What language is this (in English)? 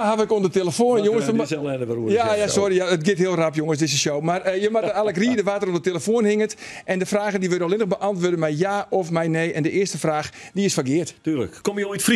Western Frisian